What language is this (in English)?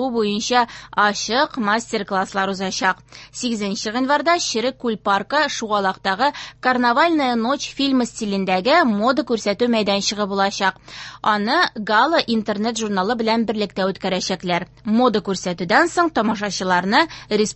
Tatar